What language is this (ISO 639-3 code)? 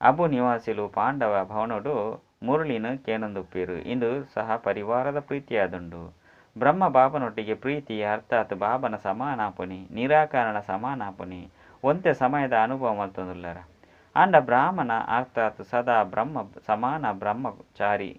tcy